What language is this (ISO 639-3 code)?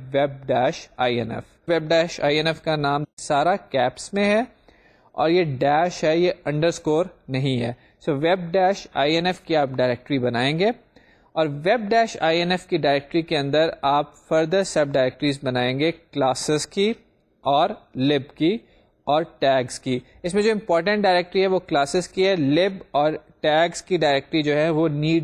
urd